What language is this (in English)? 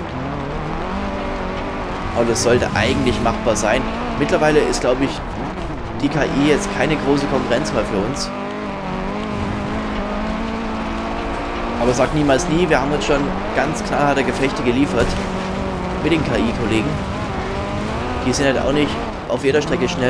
German